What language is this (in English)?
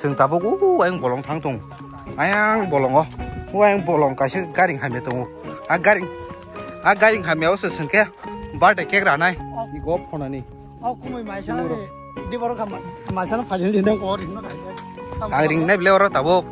Kok Borok